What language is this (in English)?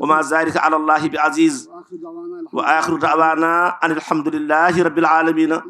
Fula